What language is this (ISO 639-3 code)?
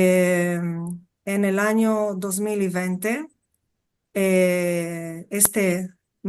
lad